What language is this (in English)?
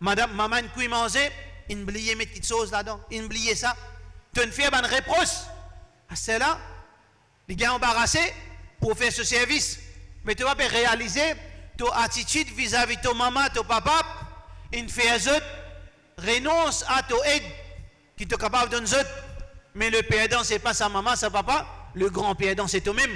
Morisyen